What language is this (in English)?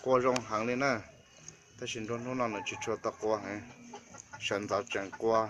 Hmong